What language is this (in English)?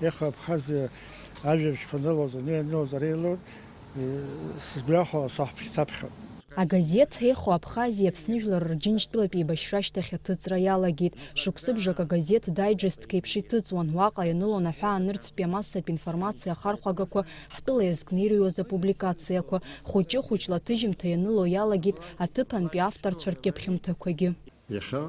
Abkhazian